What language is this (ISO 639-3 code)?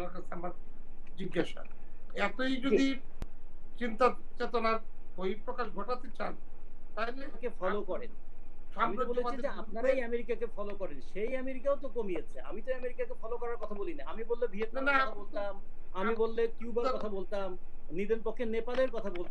ben